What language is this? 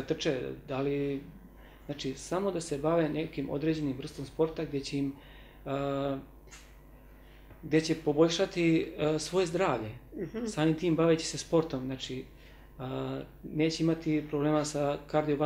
Serbian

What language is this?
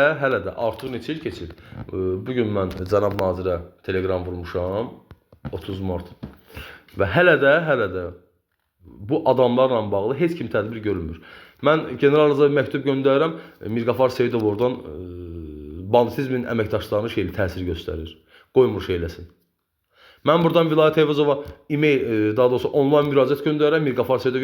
Azerbaijani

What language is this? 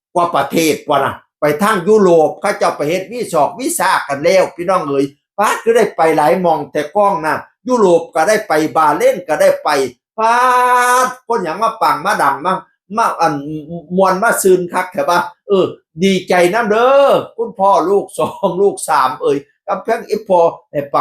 Northeastern Thai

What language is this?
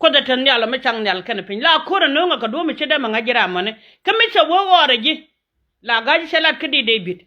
Nuer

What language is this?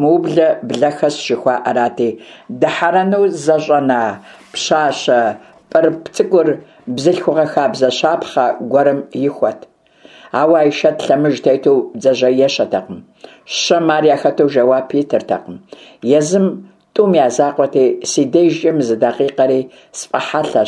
Kabardian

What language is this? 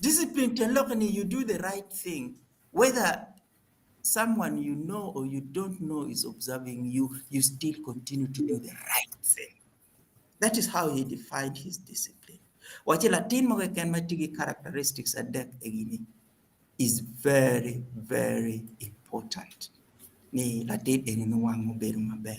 Acoli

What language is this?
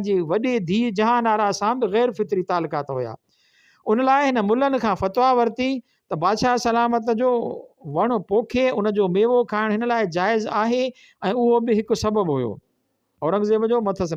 Sindhi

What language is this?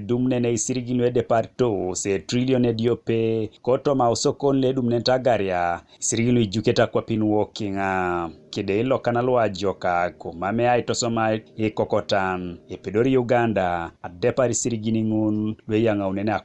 Teso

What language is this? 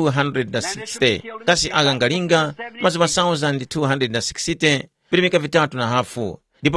Tumbuka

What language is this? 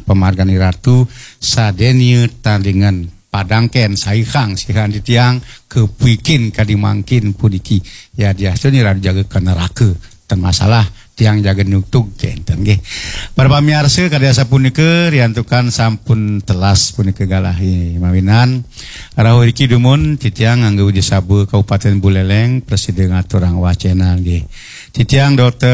Balinese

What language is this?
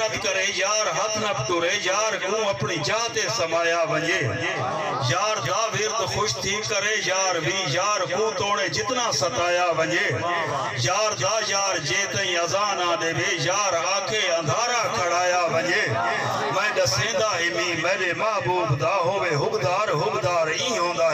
Saraiki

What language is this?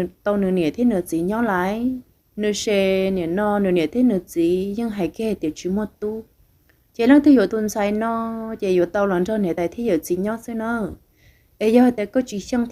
Hmong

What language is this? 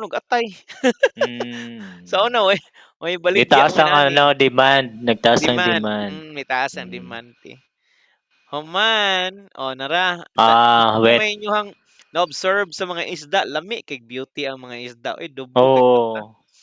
Cebuano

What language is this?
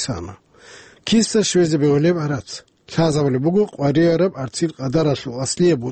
Avaric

